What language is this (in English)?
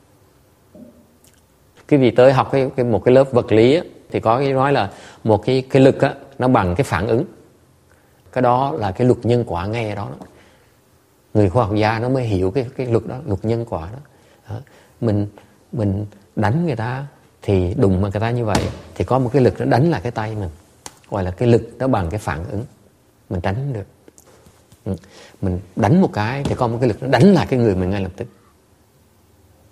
Vietnamese